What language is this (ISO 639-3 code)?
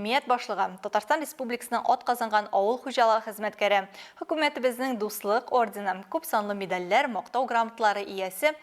tat